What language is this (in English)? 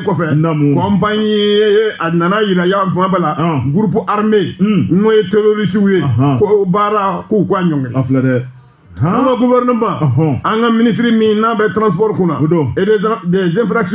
Bambara